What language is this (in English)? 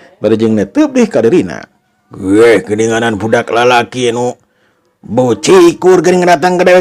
Sundanese